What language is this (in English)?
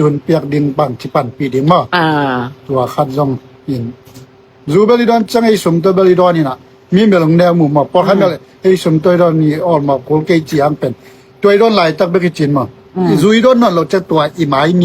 Tedim Chin